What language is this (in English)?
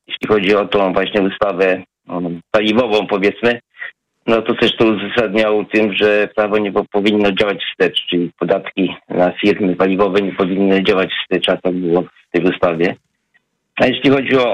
Polish